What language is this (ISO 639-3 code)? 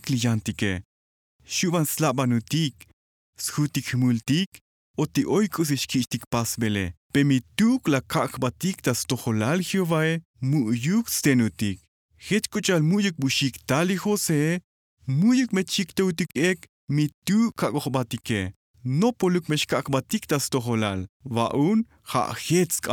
tzo